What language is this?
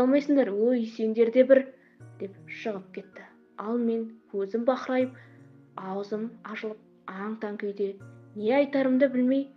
Kazakh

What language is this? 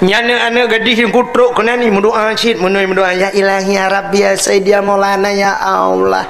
Achinese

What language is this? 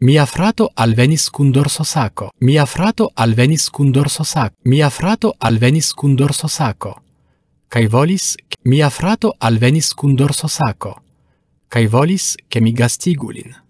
Esperanto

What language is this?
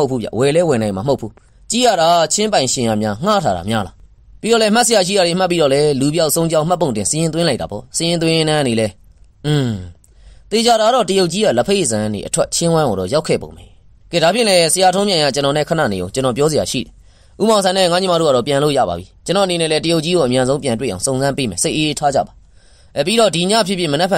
Burmese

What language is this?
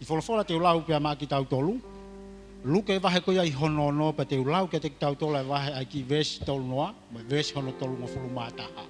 Tongan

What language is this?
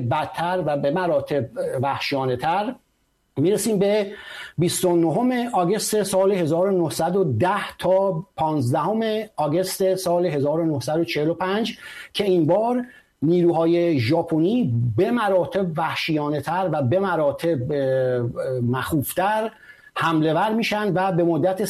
Persian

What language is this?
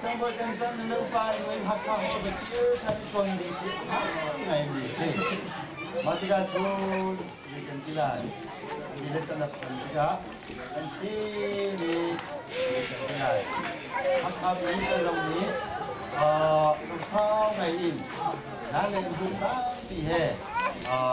Hakha Chin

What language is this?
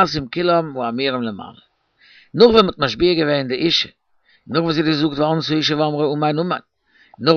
Yiddish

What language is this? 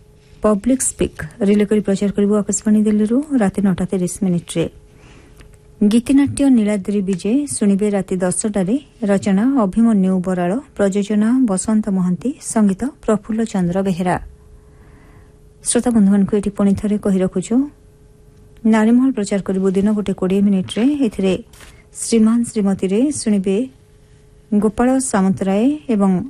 Odia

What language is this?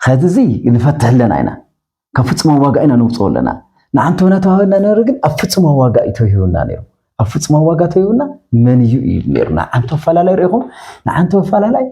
Tigrinya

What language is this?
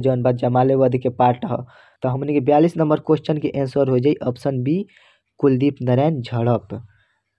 Bhojpuri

